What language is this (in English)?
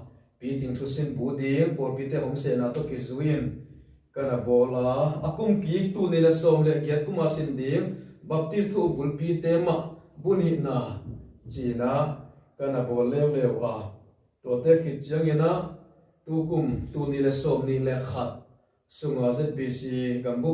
Tedim Chin